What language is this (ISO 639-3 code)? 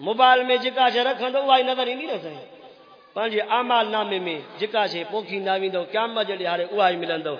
skr